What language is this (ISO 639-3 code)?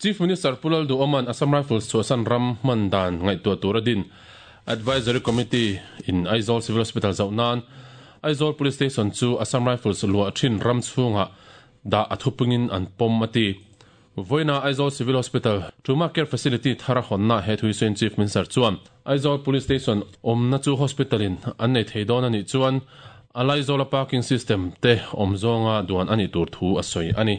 lus